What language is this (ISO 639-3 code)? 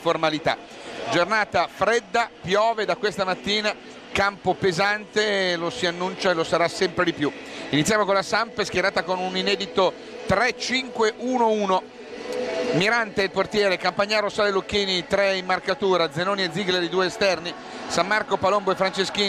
ita